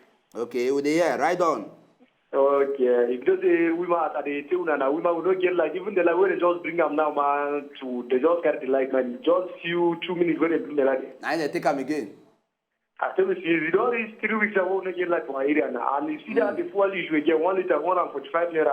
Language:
Nigerian Pidgin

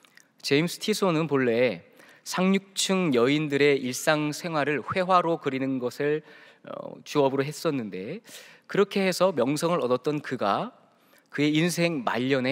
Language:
Korean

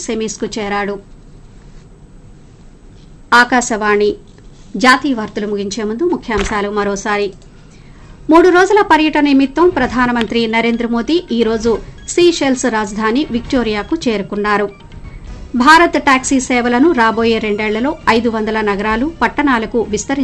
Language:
Telugu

